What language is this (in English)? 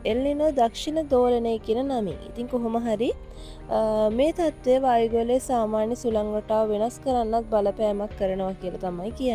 Sinhala